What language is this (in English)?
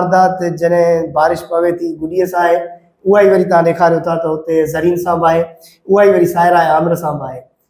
Sindhi